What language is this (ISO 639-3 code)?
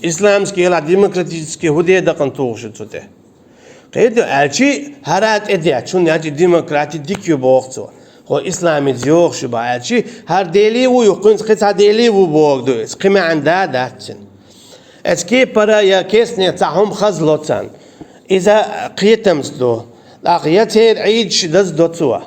che